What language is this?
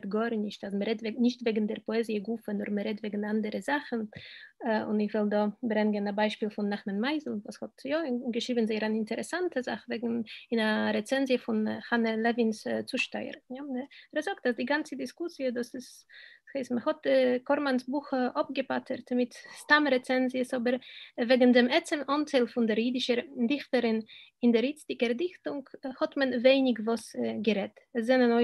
Yiddish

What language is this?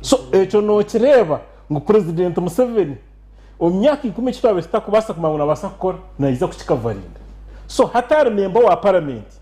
Nyankole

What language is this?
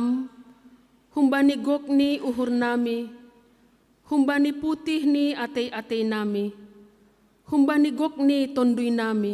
Batak Simalungun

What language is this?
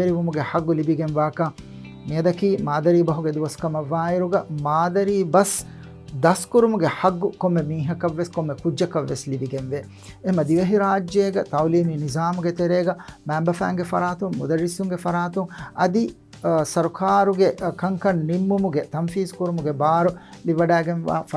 Divehi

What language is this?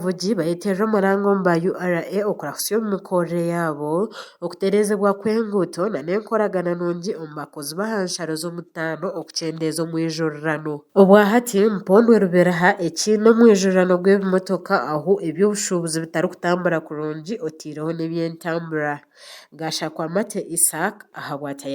Nyankole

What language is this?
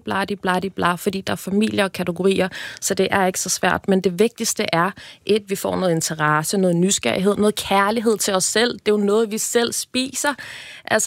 Danish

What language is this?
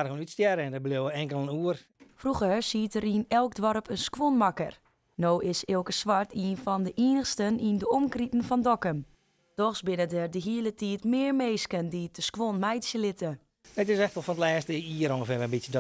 Western Frisian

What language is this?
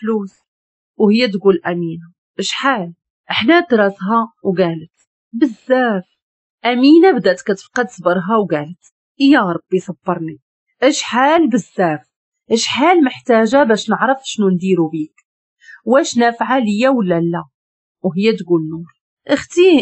Moroccan Arabic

